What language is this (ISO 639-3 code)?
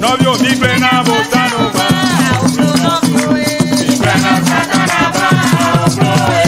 ewe